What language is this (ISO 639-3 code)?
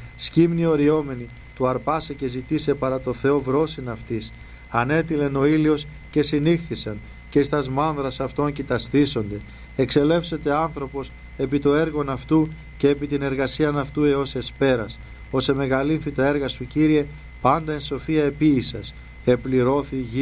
ell